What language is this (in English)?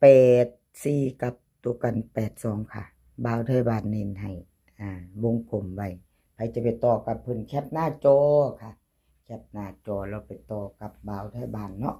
Northeastern Thai